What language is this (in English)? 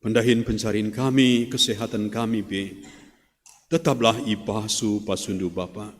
Batak Karo